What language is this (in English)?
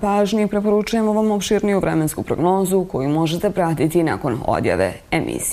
Bosnian